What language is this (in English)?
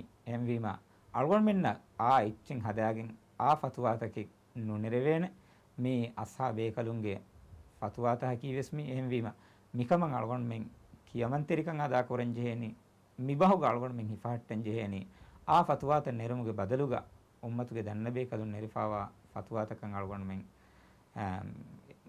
Divehi